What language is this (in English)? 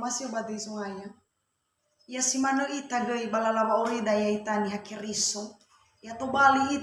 Nias